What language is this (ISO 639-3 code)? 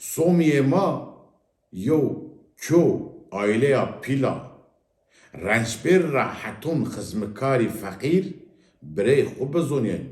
zza